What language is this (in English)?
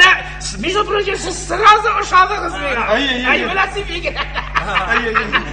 Tatar